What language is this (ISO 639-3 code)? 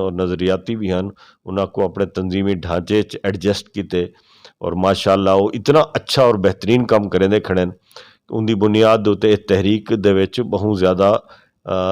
lah